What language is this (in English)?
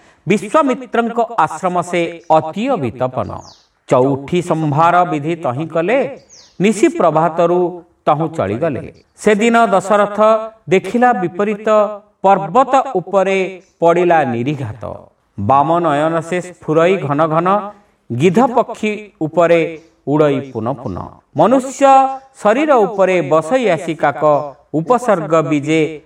Odia